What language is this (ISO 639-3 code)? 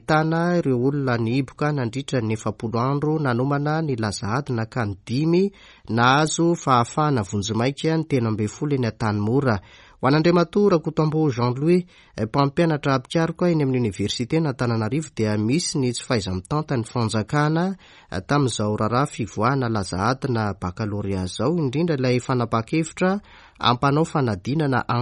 mlg